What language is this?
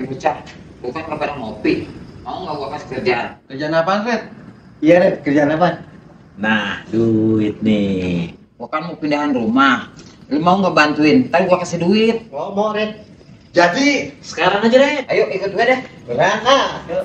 Betawi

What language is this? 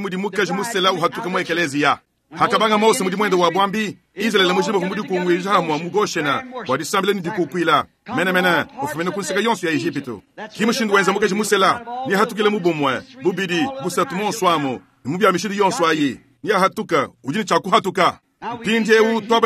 Luba-Lulua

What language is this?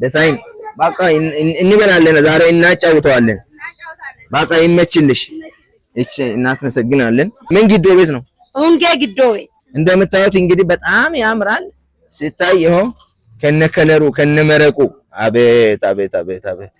Amharic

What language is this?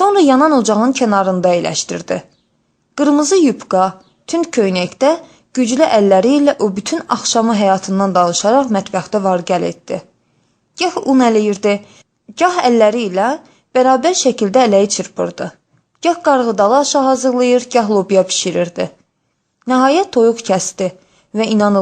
Azerbaijani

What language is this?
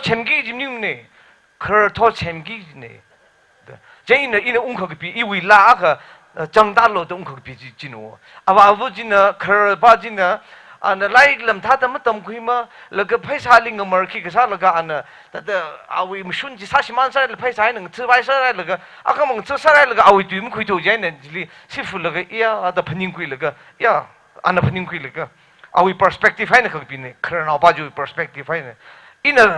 Tangkhul Naga (India)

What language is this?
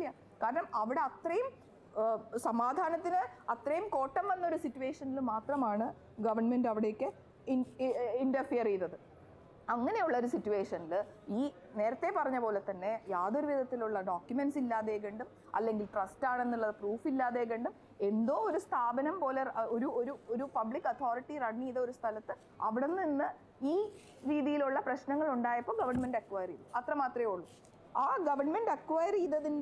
Malayalam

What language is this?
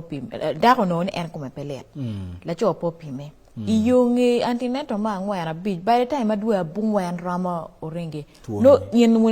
Acoli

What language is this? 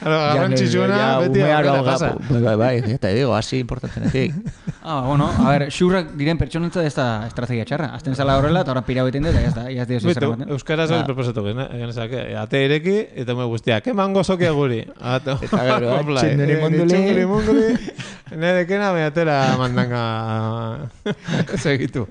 Basque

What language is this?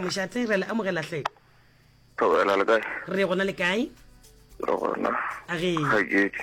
Northern Sotho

